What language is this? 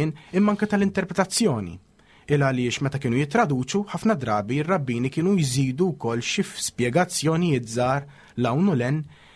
Maltese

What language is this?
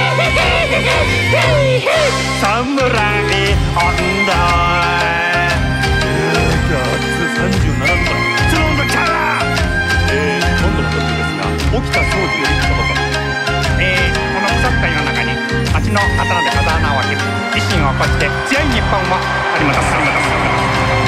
Japanese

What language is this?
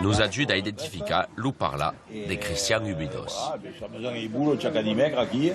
Occitan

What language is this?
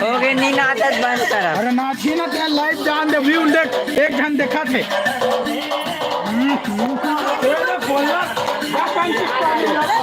Chhattisgarhi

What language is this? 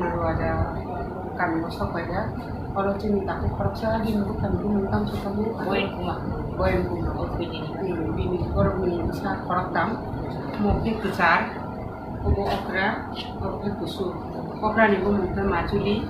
Kok Borok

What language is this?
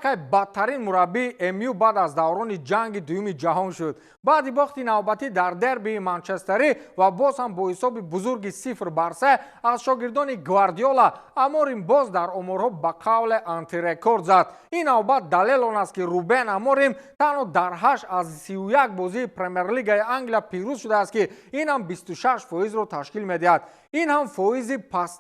Tajik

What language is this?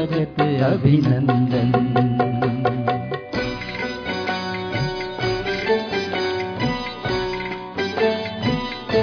Hindi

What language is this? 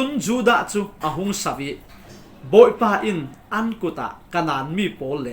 Falam Chin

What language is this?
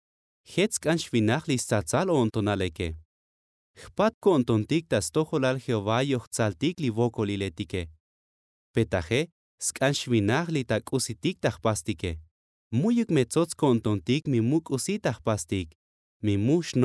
Tzotzil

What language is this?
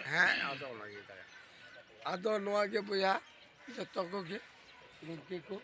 Santali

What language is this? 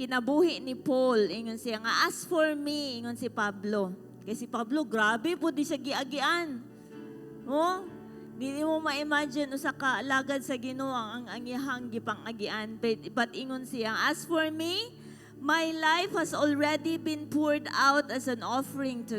Cebuano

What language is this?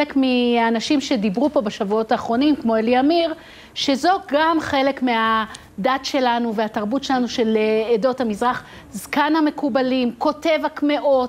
Hebrew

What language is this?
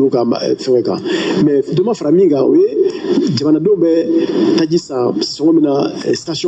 Bambara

